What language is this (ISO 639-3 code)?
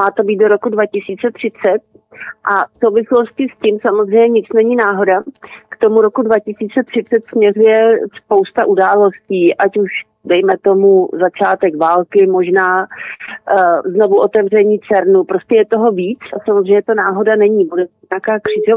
ces